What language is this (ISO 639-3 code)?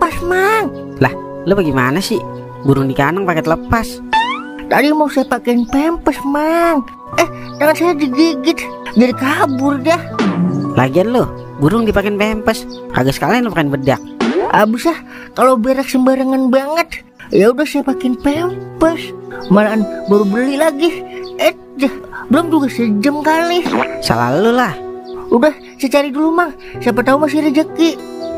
bew